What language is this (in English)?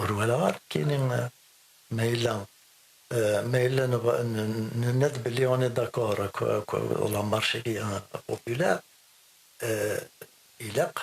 Kabyle